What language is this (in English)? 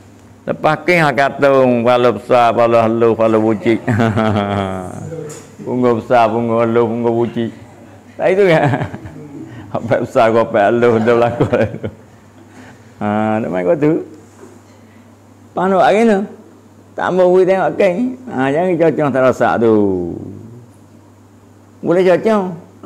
Malay